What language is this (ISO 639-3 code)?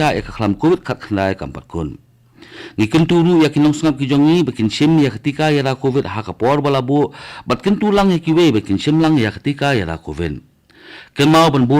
kha